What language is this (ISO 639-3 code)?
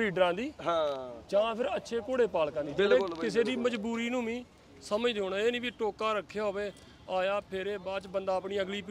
pan